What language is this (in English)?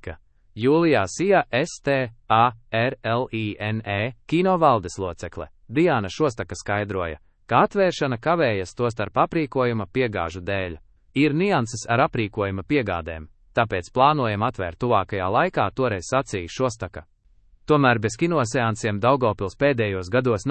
Latvian